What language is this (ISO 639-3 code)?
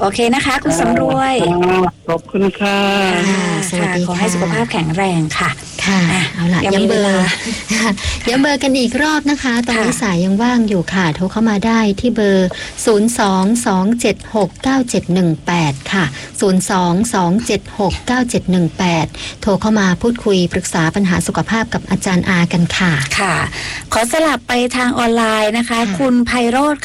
tha